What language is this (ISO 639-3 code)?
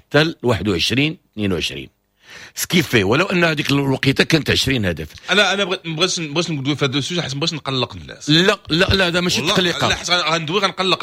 ary